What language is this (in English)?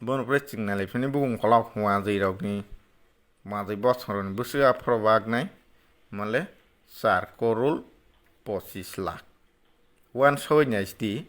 Kok Borok